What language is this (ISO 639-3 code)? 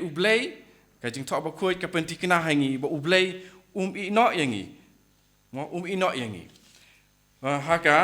kha